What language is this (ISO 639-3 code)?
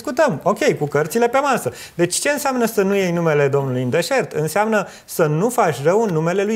ron